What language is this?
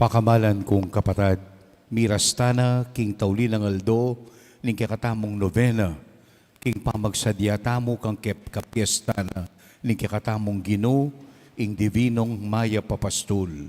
Pampanga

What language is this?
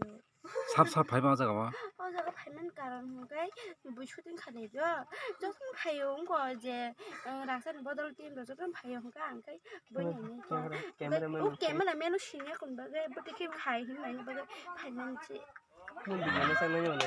Kok Borok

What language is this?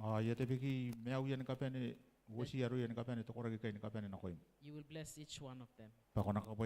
Gilbertese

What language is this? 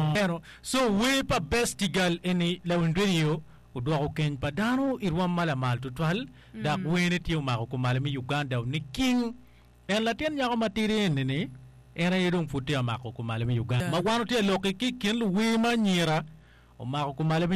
Acoli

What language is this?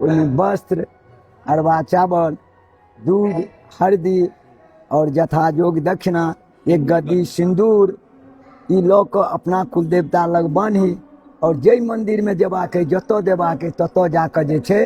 Maithili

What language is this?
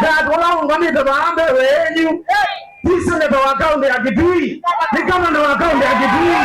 Kamba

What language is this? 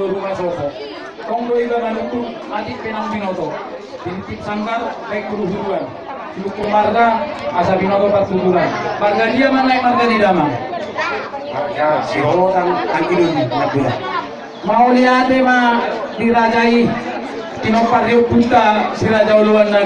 Batak Toba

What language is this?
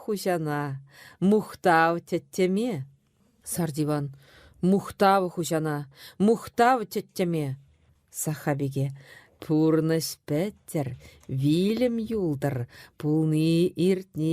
Chuvash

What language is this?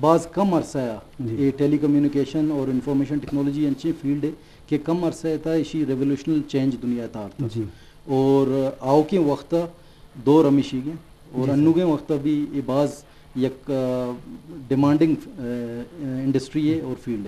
Eastern Balochi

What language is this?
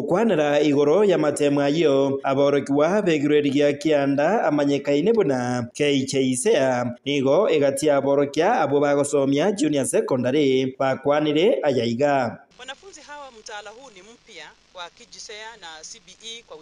Gusii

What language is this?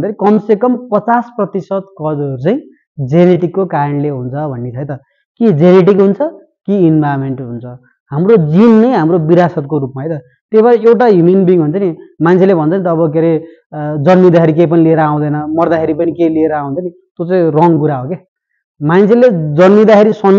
Nepali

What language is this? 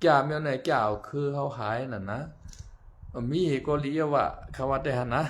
Shan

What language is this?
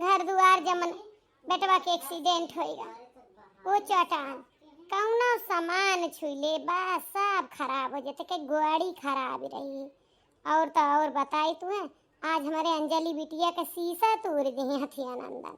Awadhi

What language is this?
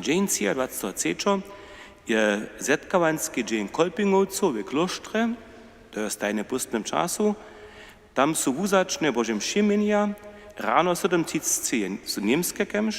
Upper Sorbian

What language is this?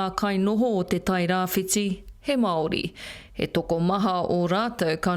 Māori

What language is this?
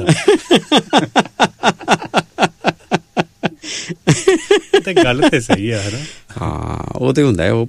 Punjabi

